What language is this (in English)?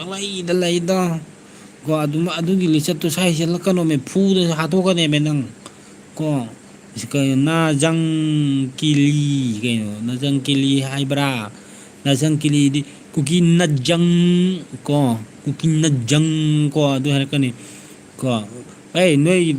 Manipuri